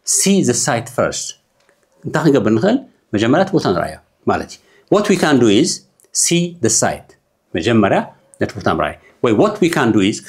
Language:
Tigrinya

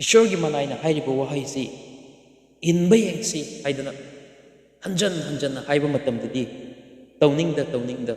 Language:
Manipuri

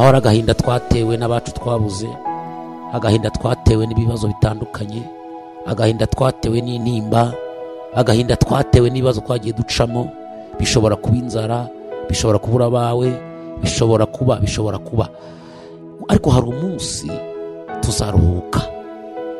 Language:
Kinyarwanda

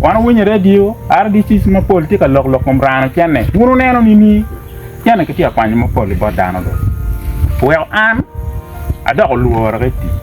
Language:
Acoli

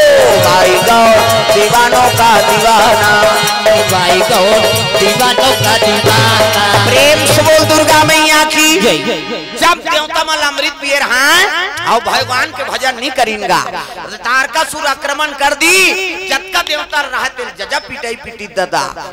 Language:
Chhattisgarhi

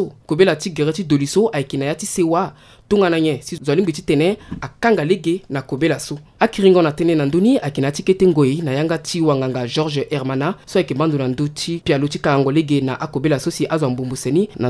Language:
Sango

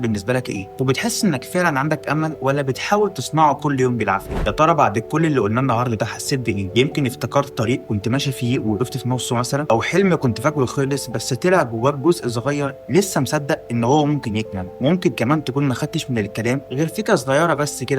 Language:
Egyptian Arabic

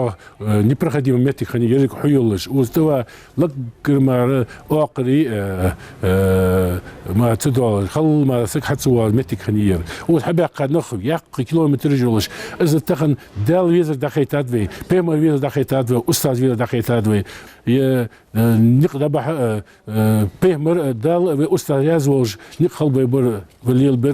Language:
Ingush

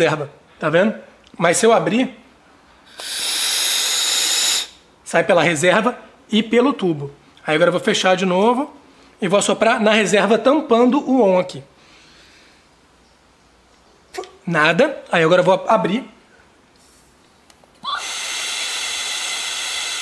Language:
Portuguese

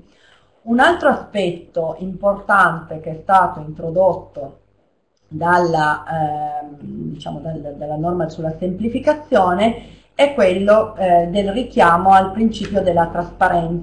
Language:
Italian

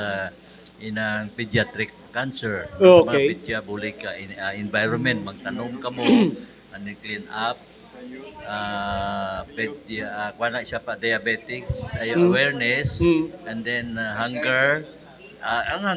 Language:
Hiligaynon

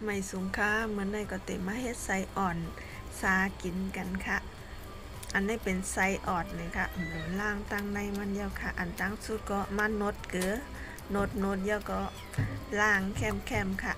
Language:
Shan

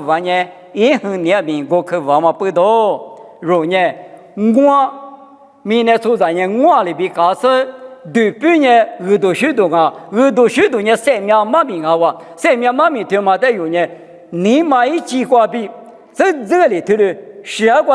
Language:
Lisu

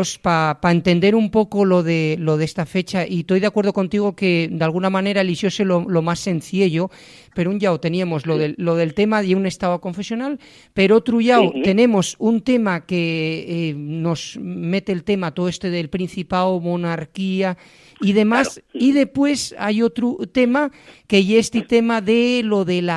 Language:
Asturian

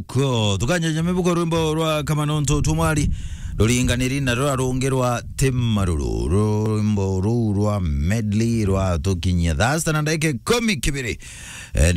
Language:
Meru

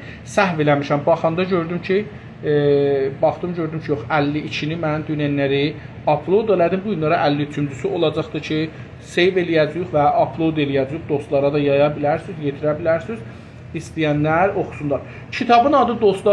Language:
South Azerbaijani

